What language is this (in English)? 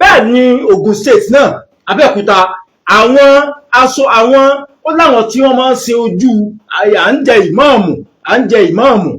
Yoruba